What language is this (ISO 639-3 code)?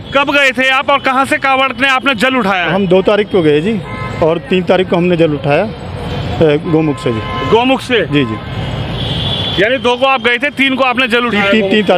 hin